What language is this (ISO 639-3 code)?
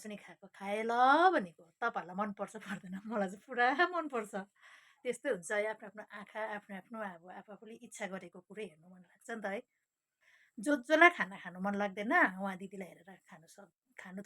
nep